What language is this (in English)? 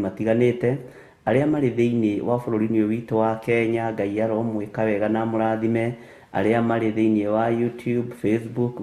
Kikuyu